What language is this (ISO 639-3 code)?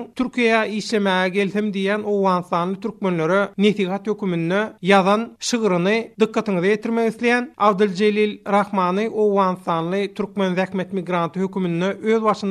tuk